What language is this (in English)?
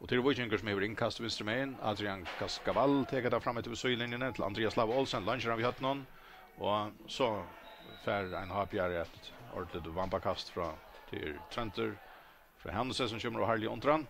Faroese